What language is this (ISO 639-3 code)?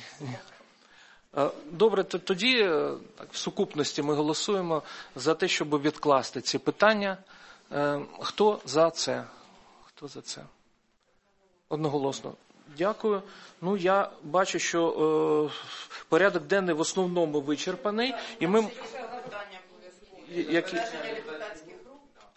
ukr